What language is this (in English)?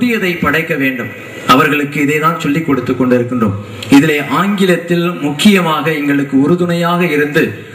Tamil